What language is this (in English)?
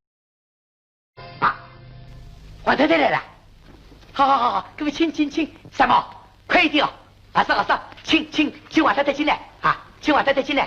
Wu Chinese